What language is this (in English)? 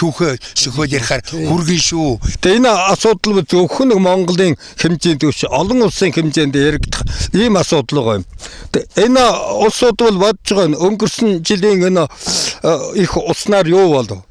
Mongolian